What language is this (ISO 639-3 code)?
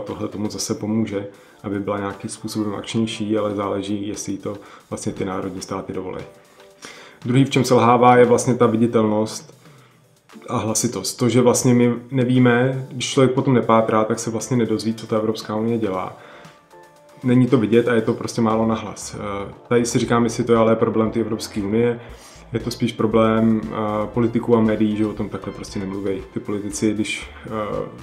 ces